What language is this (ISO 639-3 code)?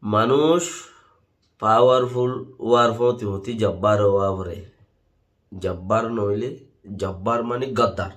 rhg